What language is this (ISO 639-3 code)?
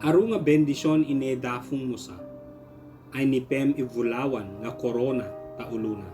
ibg